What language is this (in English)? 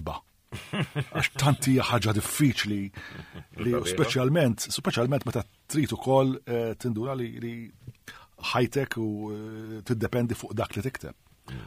Maltese